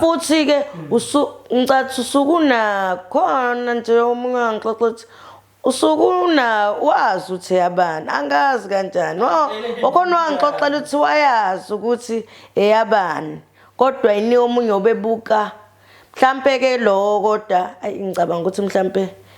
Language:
Zulu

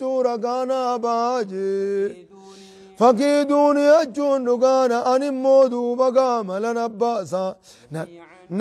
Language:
Oromo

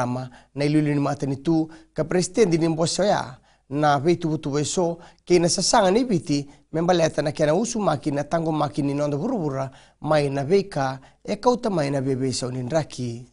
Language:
Fijian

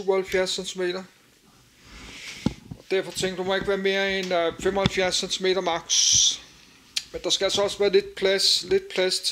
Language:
Danish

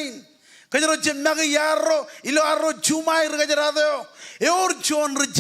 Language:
Marshallese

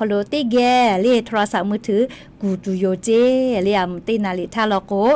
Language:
Lahu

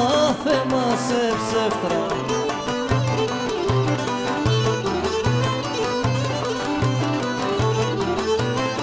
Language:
Greek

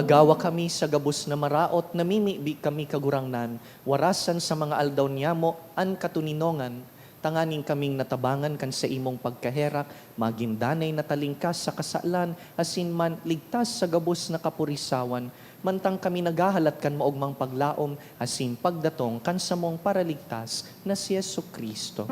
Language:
Bikol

